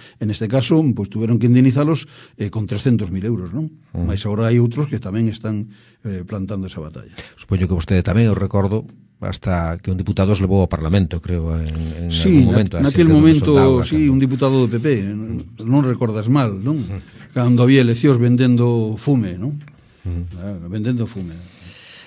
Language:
Galician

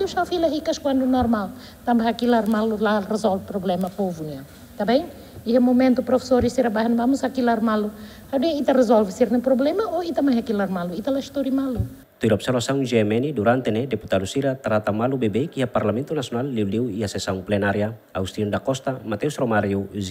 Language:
Tetum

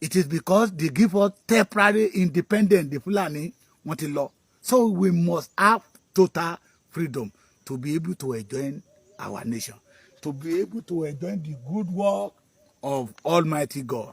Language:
Yoruba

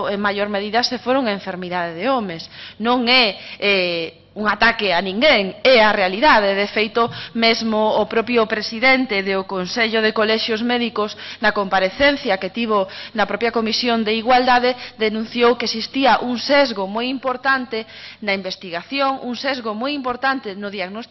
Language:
Galician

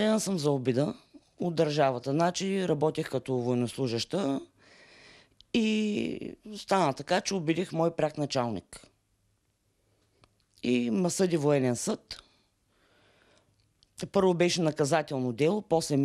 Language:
Bulgarian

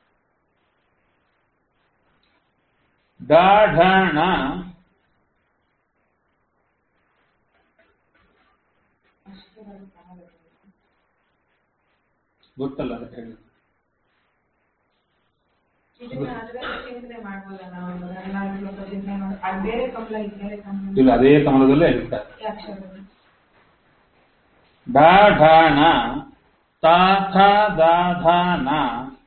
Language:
Kannada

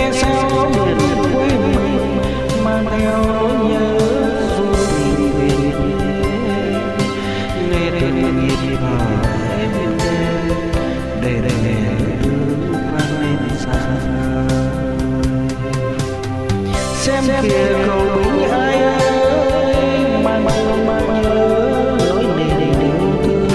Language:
Vietnamese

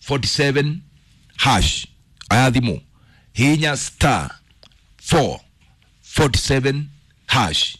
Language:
Kikuyu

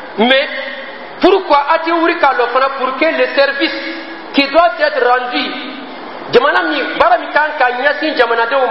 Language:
Dyula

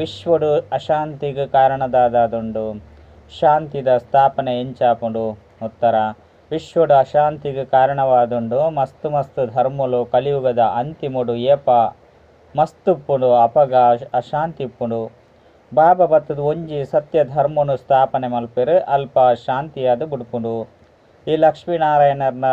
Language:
Tulu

